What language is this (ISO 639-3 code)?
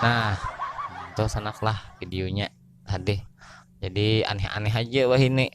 bjn